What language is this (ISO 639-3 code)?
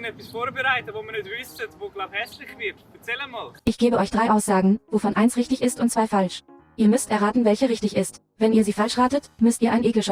gsw